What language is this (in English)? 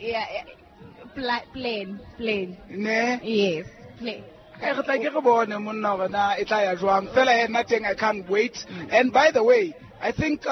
Southern Sotho